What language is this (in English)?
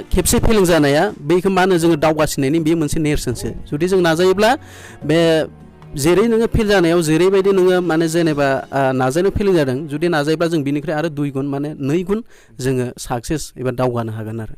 Bodo